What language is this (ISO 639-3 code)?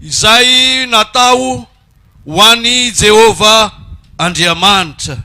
mlg